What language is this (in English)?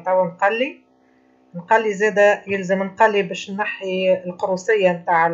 Tunisian Arabic